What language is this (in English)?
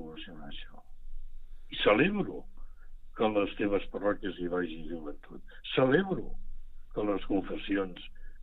Catalan